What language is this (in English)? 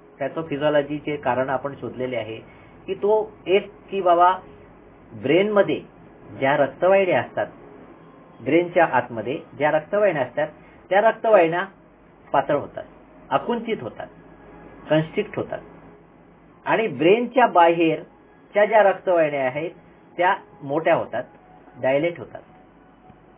Marathi